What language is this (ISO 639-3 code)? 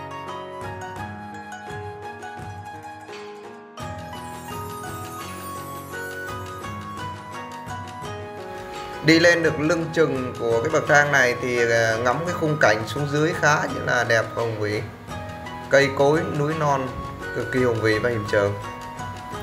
vie